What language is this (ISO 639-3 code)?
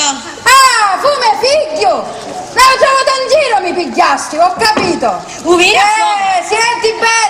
scn